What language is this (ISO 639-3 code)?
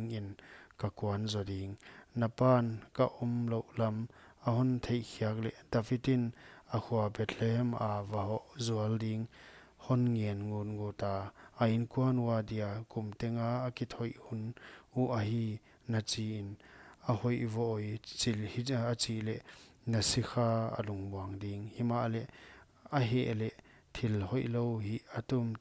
pck